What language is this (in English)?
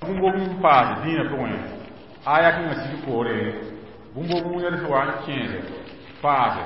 Mossi